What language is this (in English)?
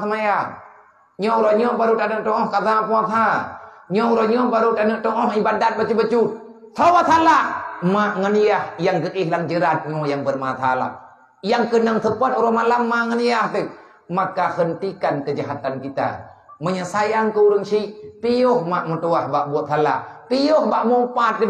Achinese